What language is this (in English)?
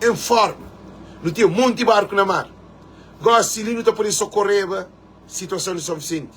Kabuverdianu